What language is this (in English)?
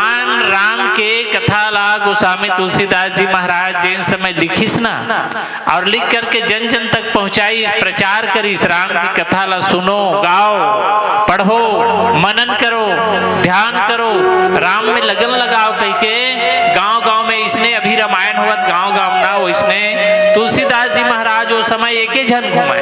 Chhattisgarhi